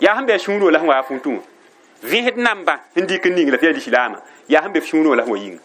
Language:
Mossi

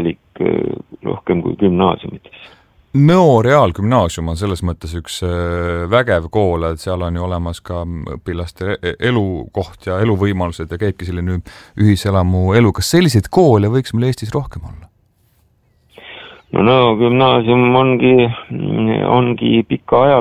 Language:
Estonian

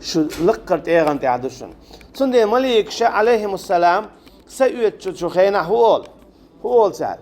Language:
Chechen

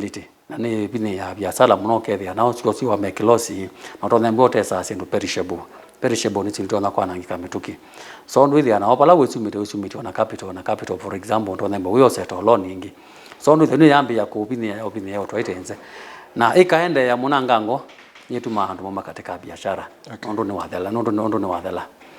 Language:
Kamba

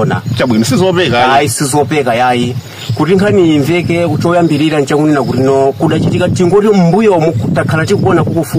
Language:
Nyanja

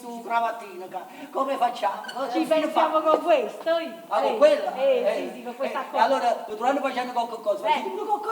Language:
Neapolitan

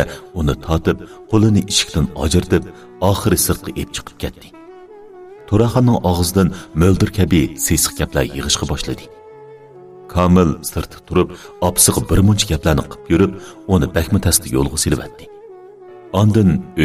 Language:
Uyghur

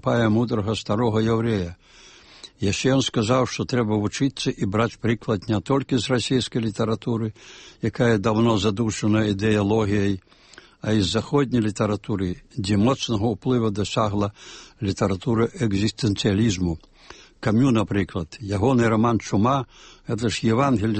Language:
Belarusian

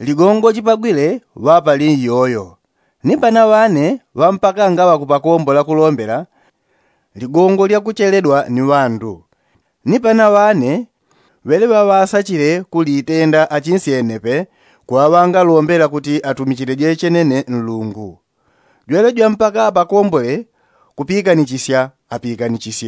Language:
Yao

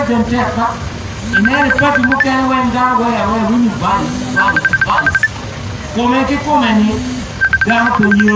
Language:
Acoli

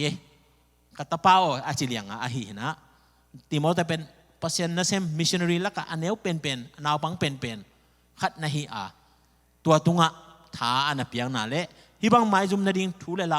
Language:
Tedim Chin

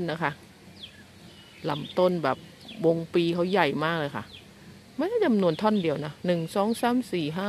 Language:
Thai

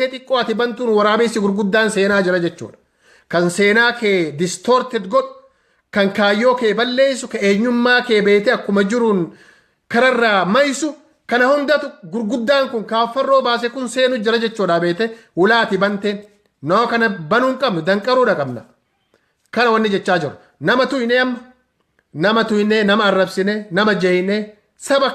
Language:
Oromo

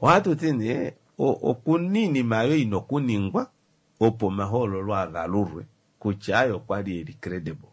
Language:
Kuanyama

